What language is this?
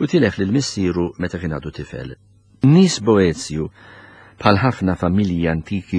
Maltese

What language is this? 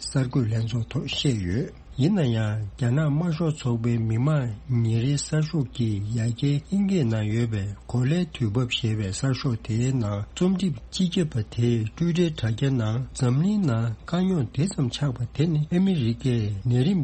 Tibetan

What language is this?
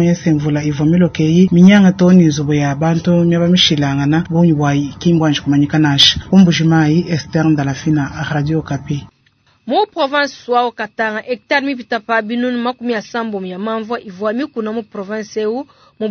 Luba-Lulua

